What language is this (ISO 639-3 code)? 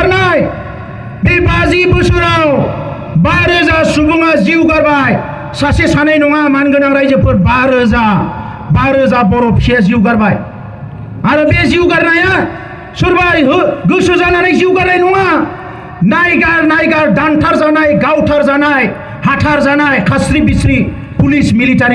brx